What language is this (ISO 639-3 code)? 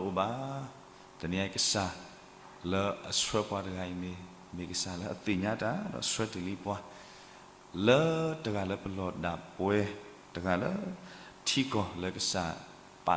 ksw